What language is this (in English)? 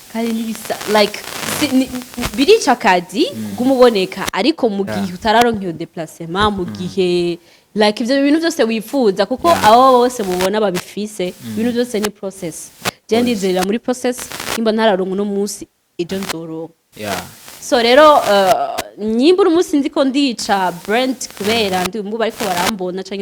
Rundi